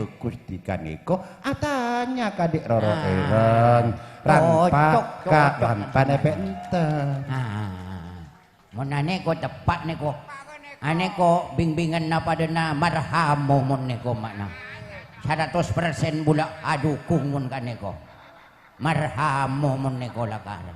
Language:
Madurese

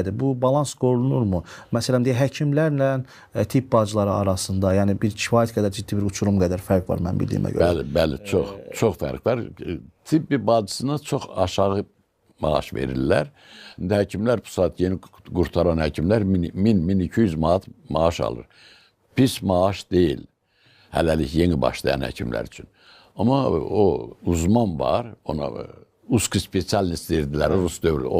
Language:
Azerbaijani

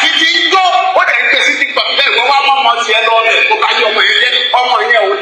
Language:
Yoruba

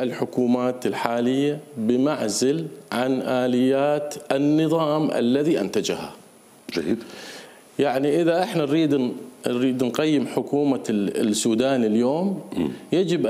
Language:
Mesopotamian Arabic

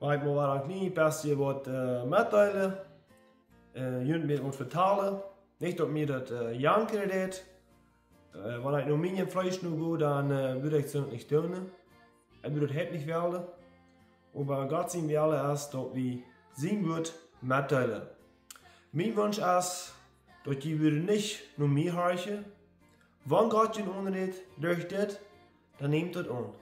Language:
Plautdietsch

